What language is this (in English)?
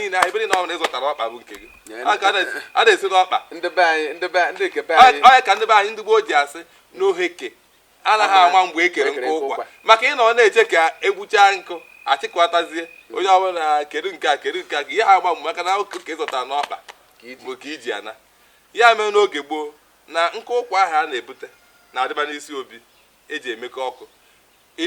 Igbo